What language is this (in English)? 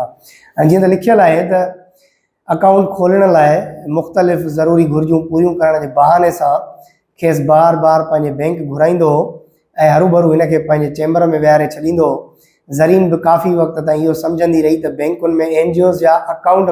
Sindhi